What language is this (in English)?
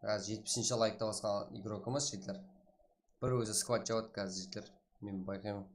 Kara-Kalpak